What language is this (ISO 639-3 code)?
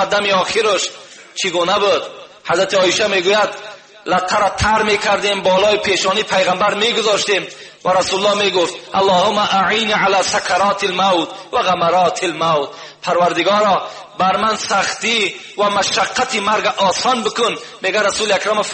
tgk